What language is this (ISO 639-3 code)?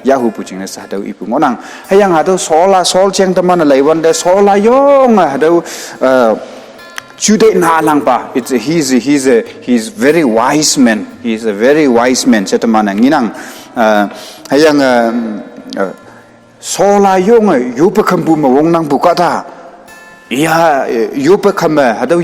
nbe